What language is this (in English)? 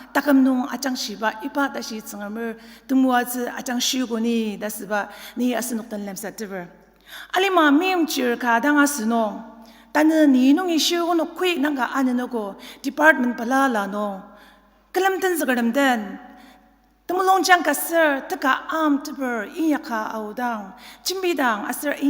Ao Naga